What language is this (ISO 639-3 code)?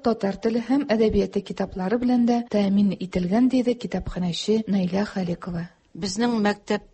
tat